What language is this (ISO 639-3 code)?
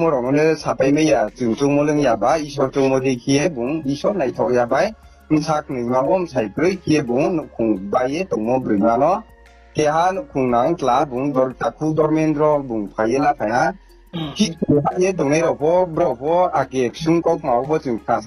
ria